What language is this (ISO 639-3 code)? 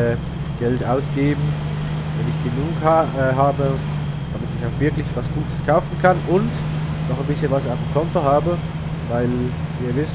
gsw